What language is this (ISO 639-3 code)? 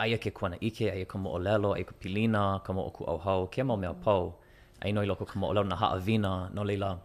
haw